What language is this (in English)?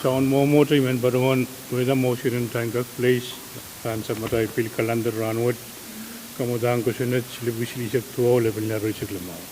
Pohnpeian